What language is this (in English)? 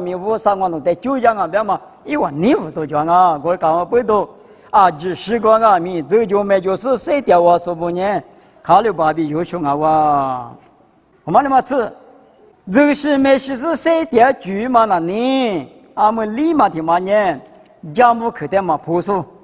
Lisu